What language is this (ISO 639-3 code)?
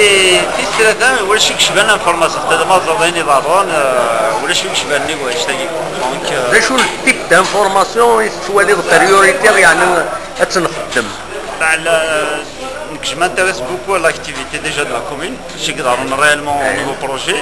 kab